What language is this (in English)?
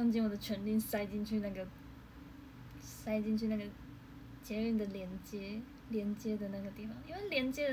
Chinese